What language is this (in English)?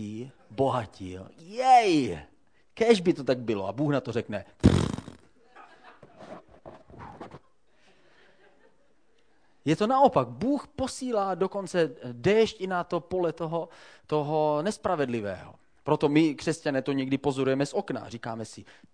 Czech